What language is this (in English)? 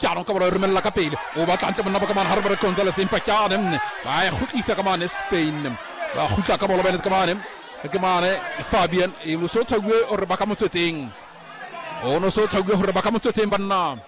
Southern Sotho